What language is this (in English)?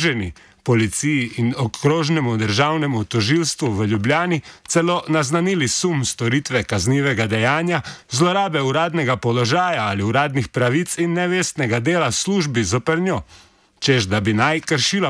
Slovenian